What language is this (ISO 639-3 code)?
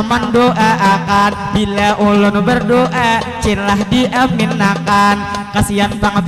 bjn